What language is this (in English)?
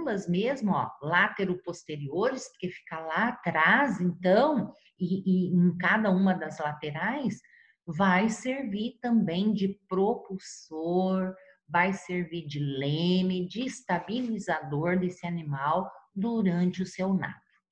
Portuguese